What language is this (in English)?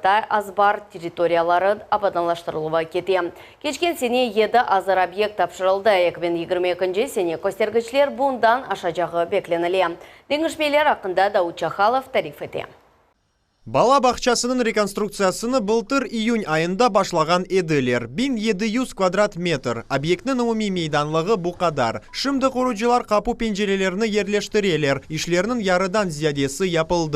Crimean Tatar